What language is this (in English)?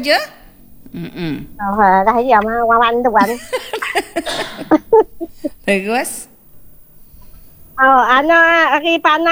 Malay